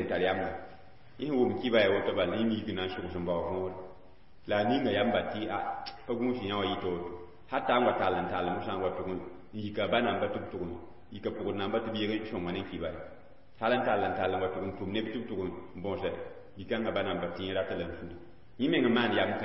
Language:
Mossi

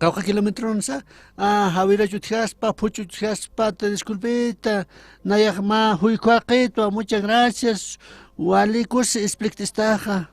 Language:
Aymara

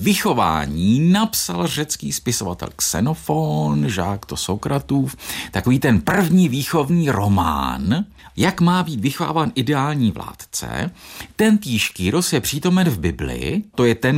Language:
Czech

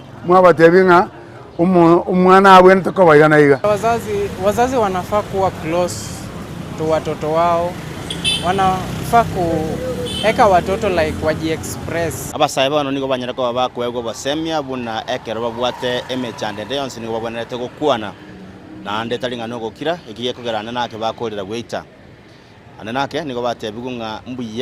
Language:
Gusii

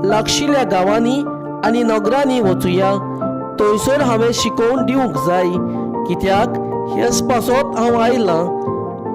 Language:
Konkani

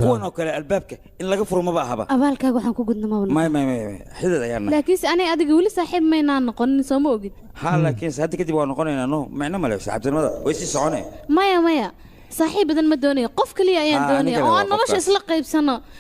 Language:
Somali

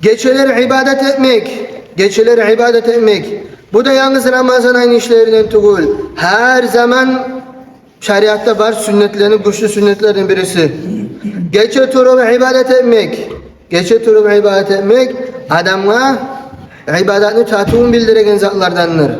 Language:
Kumyk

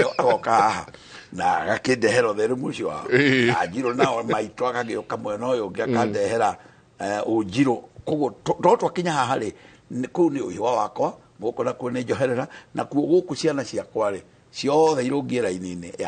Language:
Kikuyu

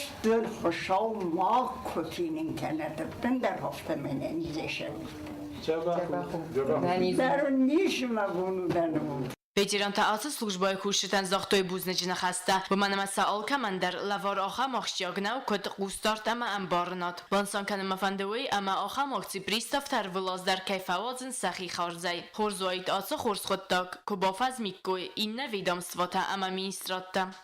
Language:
Ossetic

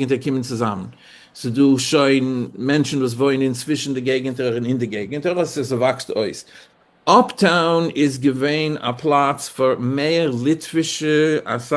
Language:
Yiddish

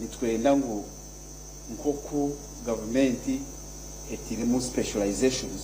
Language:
Nyankole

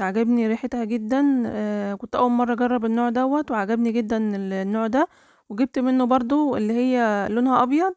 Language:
Egyptian Arabic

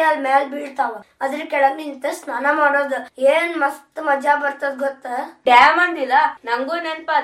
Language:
Kannada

